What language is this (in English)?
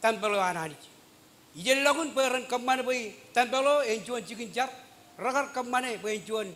Marshallese